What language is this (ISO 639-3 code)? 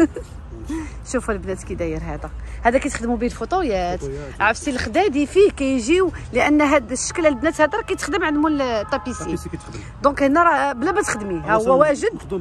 ary